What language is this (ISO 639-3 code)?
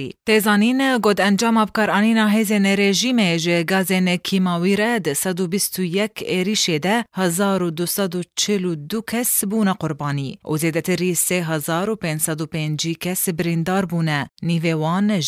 kur